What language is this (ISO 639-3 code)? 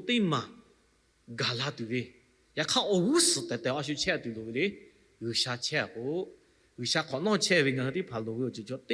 lhu